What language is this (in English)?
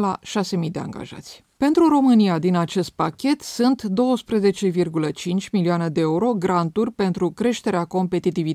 Romanian